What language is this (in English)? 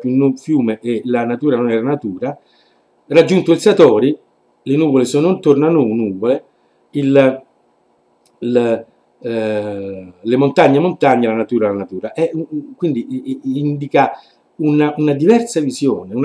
Italian